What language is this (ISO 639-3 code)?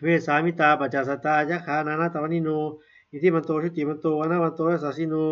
pli